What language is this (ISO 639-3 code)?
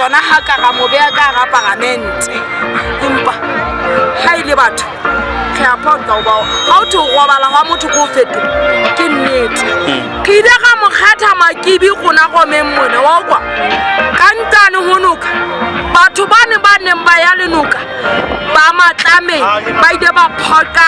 sot